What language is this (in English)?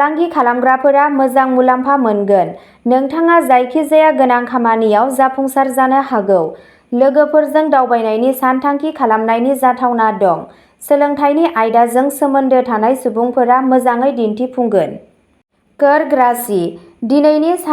Bodo